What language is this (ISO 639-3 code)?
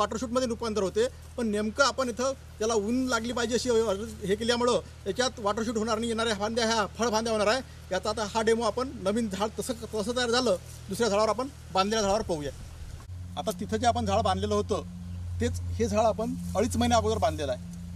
mar